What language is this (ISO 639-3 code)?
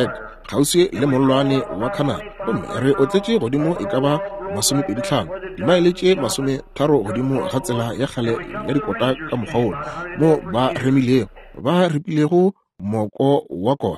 nso